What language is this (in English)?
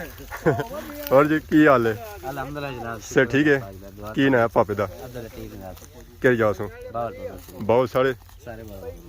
Pahari-Potwari